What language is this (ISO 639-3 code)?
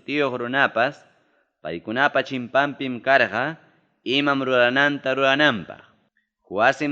quy